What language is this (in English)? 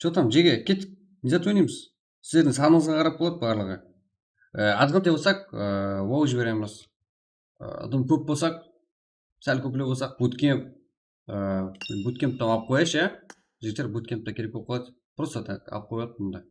Kara-Kalpak